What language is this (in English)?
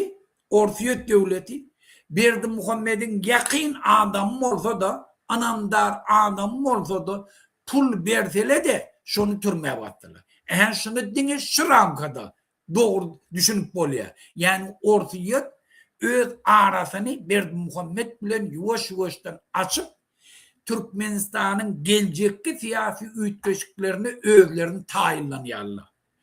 Turkmen